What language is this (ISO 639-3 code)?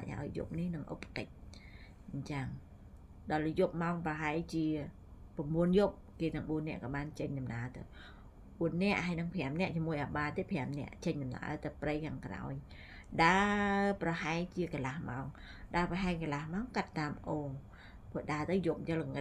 khm